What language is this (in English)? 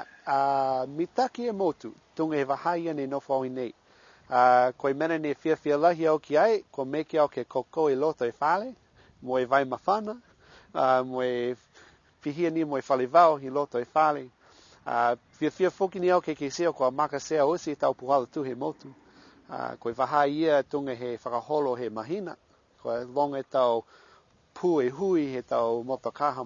Niuean